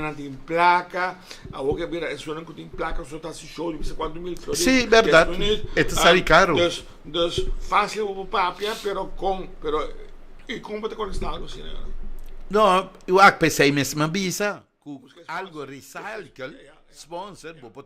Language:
Papiamento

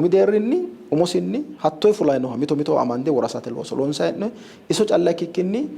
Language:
Sidamo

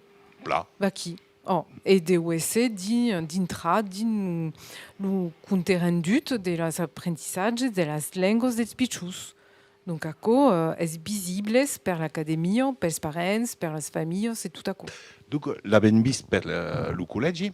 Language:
Occitan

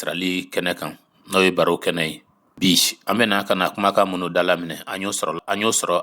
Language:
Bambara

